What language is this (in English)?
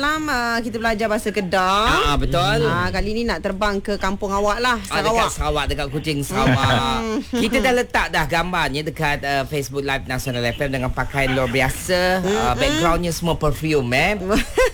Malay